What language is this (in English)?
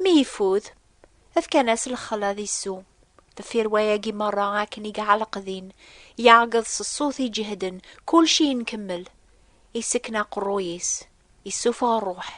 Kabyle